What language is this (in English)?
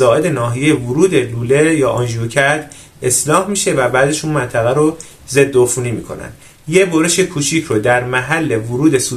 Persian